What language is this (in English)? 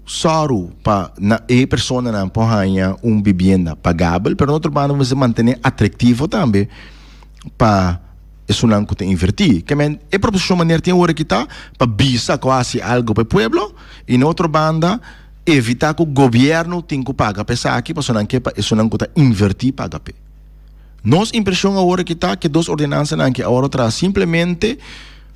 Papiamento